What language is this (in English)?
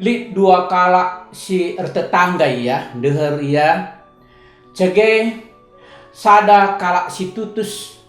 Batak Karo